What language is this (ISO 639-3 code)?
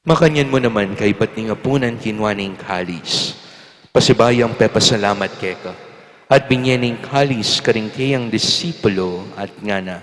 pam